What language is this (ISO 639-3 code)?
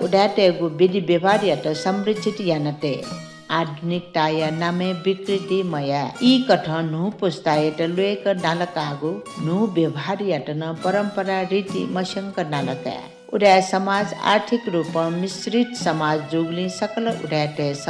new